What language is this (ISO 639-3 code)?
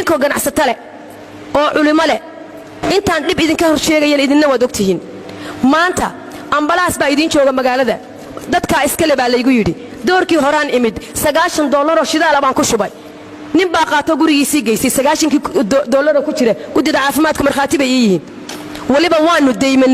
som